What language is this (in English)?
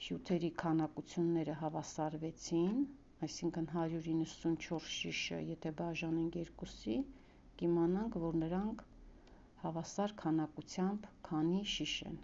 Armenian